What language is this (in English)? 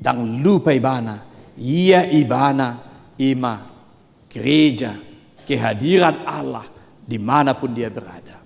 Batak Toba